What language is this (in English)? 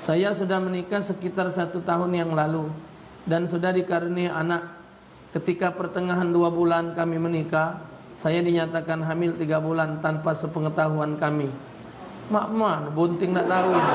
Musi